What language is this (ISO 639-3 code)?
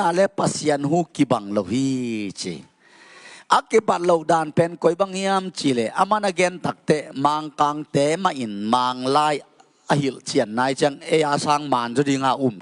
ctd